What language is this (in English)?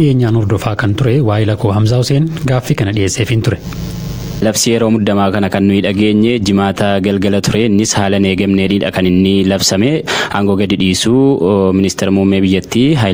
Oromo